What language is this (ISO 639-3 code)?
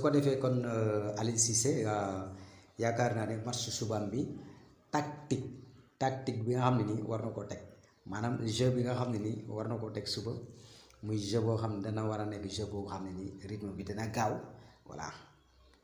wol